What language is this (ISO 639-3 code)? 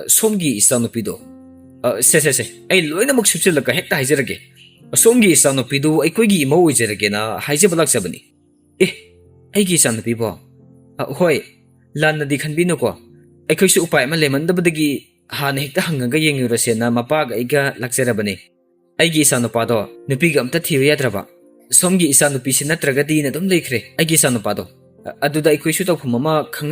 mni